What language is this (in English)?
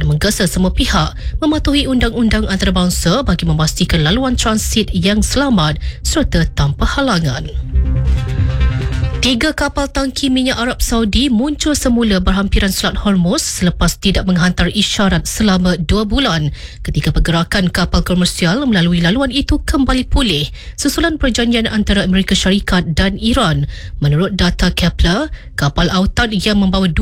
Malay